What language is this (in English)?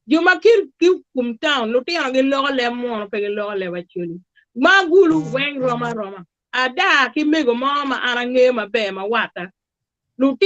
Acoli